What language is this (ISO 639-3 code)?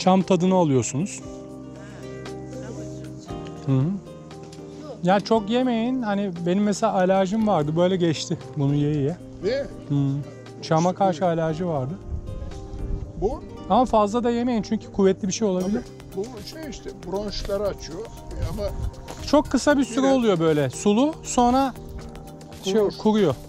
tur